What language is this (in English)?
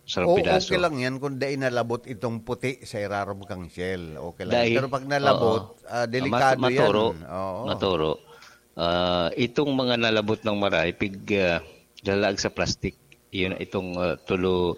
Bikol